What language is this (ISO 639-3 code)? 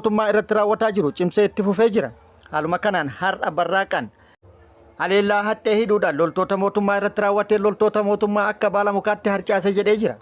orm